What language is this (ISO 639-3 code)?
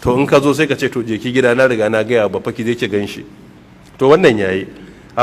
hau